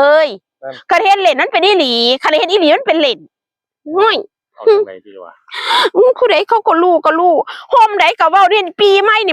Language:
Northeastern Thai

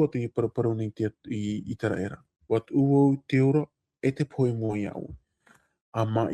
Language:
Tahitian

